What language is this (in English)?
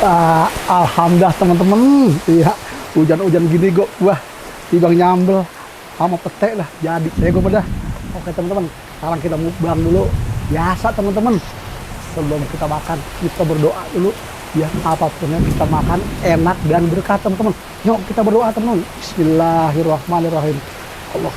Betawi